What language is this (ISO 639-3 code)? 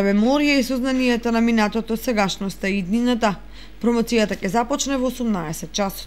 mkd